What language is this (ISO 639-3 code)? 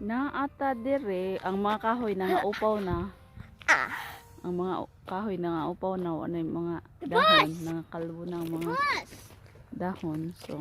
ceb